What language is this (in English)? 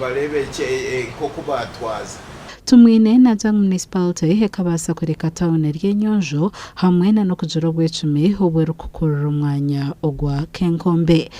Nyankole